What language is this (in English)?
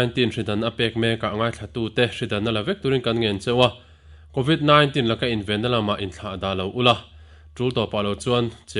Mizo